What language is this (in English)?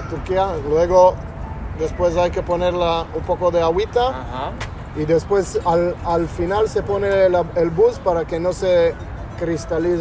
Ladino